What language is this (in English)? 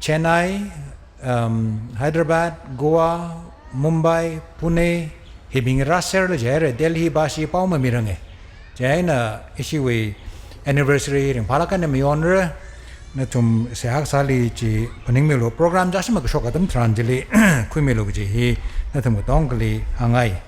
Tangkhul Naga (India)